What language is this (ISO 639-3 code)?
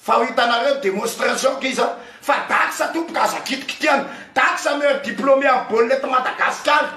mlg